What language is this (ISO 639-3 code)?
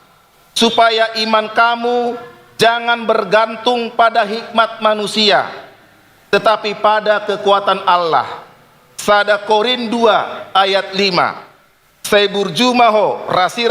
bbc